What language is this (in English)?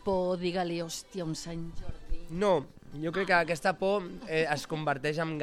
Catalan